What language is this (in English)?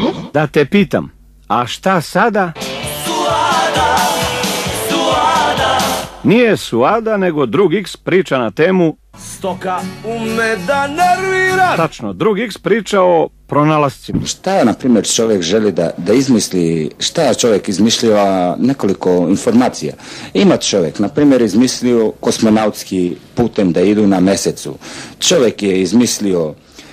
Serbian